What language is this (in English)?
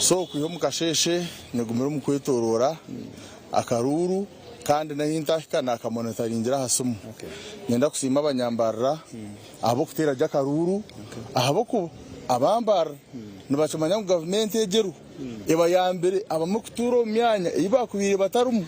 Nyankole